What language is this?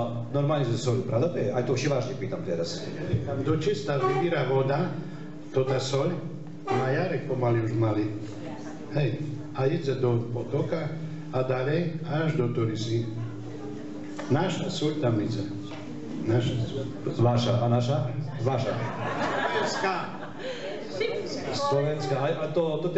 Slovak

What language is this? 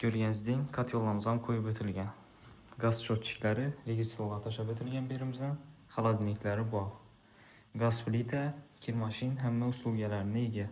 Uzbek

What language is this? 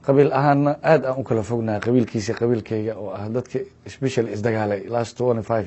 Somali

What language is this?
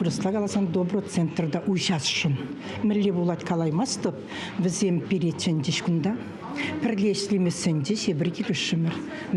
Chuvash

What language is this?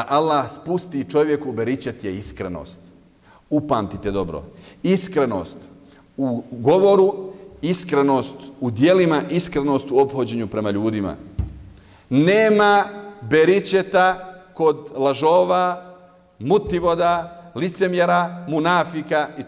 Bosnian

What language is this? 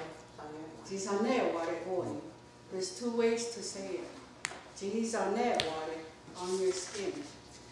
Mohawk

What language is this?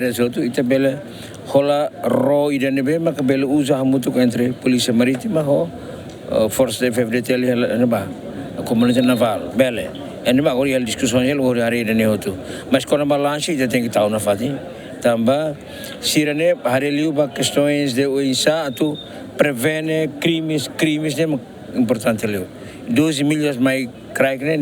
Tetum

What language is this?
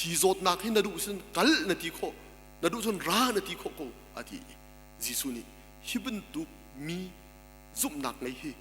Hakha Chin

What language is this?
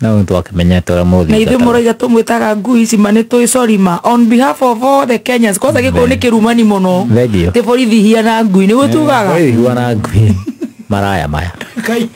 Kikuyu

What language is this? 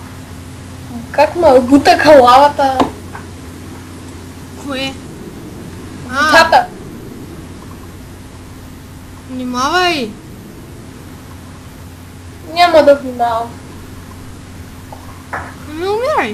Bulgarian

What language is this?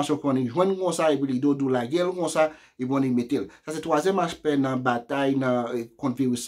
Haitian Creole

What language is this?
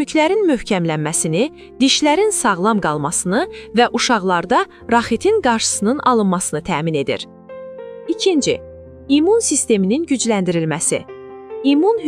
Azerbaijani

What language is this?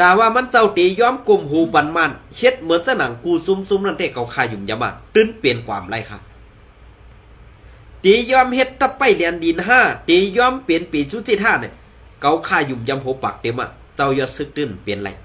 Shan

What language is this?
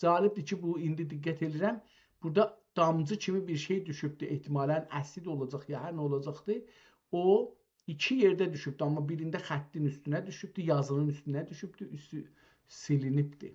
South Azerbaijani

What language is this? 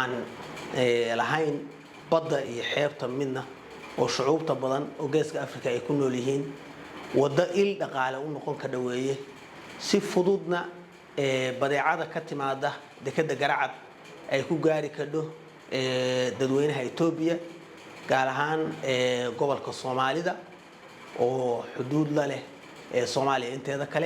Somali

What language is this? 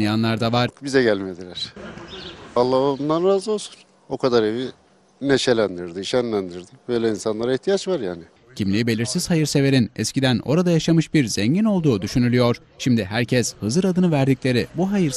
Turkish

